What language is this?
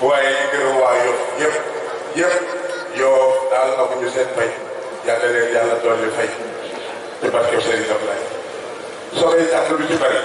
Wolof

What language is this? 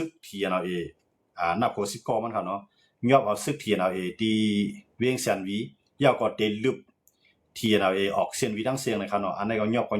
Shan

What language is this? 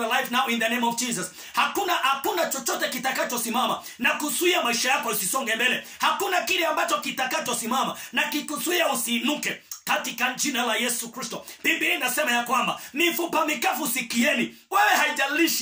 Swahili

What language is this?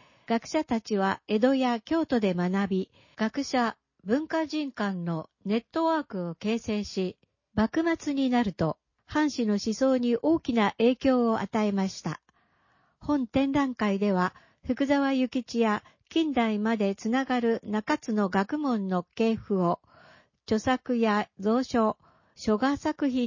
Japanese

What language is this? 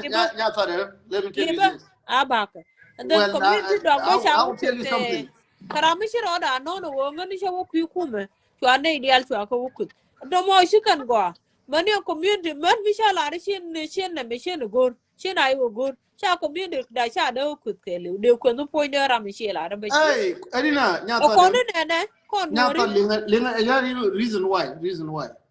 Nuer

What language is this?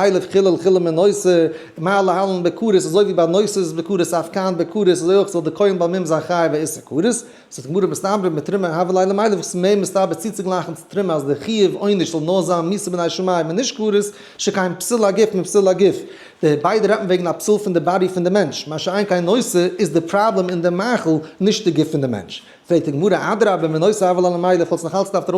Yiddish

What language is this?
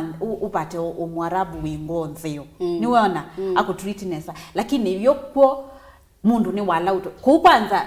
Kamba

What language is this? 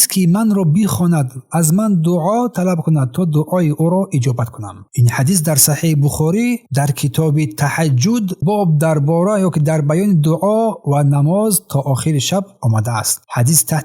Tajik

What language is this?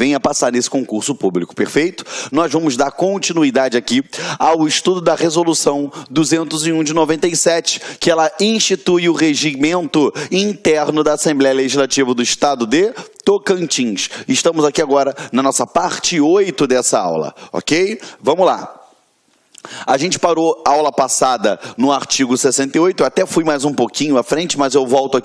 Portuguese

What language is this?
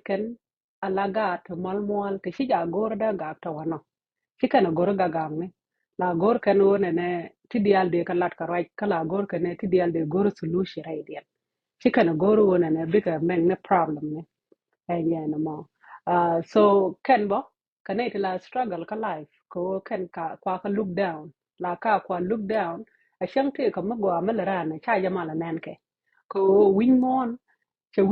Nuer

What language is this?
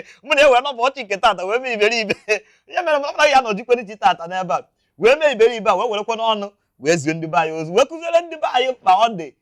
Igbo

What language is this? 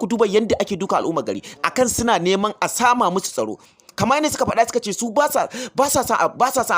Hausa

